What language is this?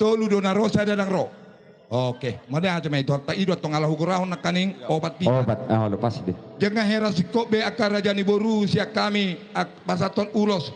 Batak Toba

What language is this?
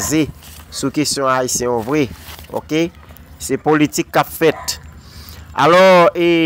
Haitian Creole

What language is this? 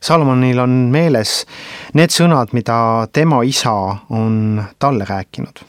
Estonian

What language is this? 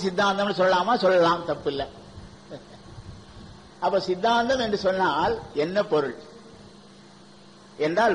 Tamil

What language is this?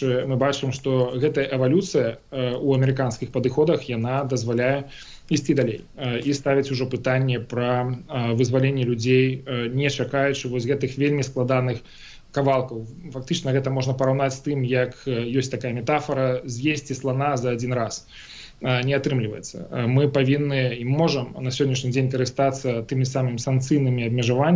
Belarusian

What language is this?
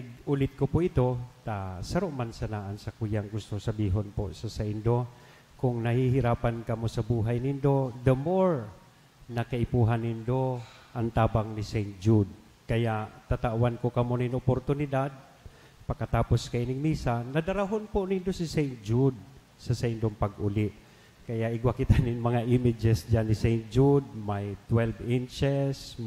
Bikol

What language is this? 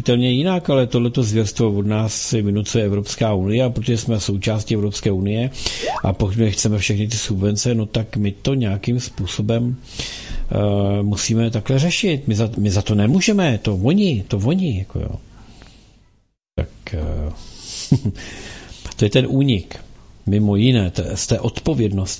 Czech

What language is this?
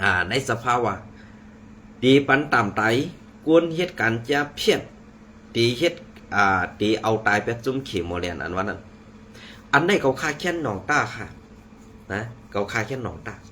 Shan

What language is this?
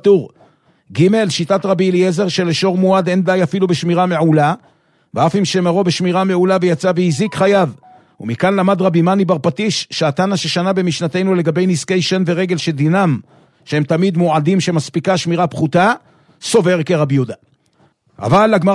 Hebrew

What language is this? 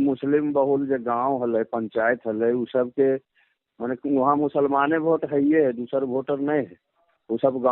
Magahi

